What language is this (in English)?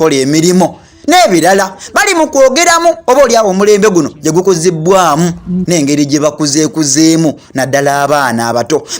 Ganda